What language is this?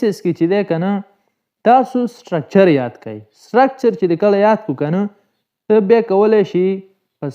Pashto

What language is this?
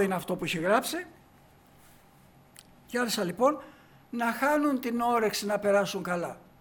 Greek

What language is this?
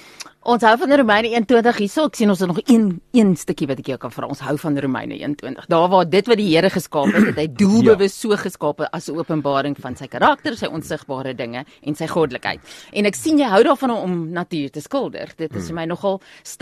Afrikaans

